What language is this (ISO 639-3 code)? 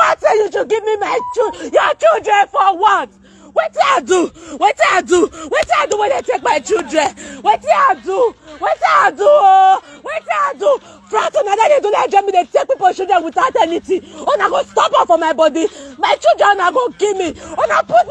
pcm